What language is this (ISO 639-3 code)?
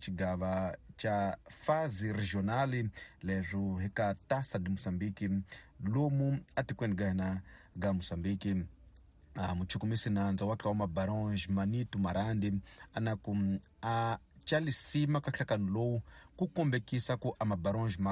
tso